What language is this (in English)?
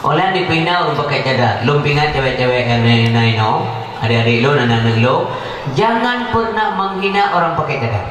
Achinese